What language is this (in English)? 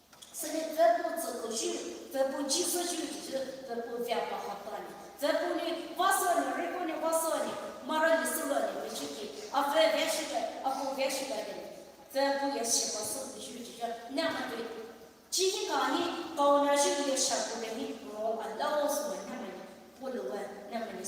Poumei Naga